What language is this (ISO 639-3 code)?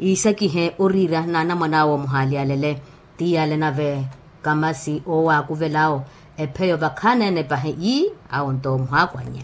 vmw